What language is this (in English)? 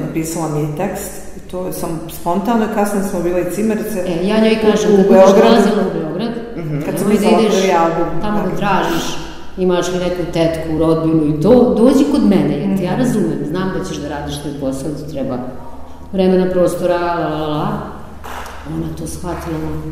Serbian